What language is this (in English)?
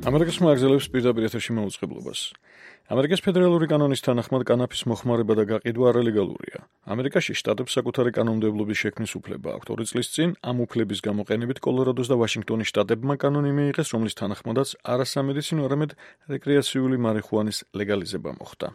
Georgian